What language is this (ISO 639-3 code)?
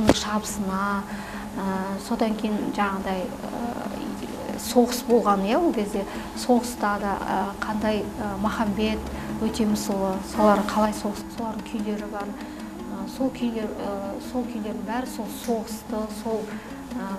kaz